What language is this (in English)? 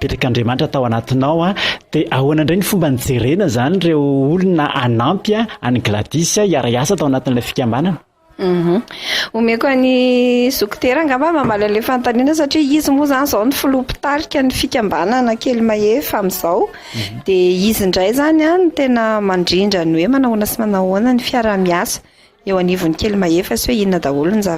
Malagasy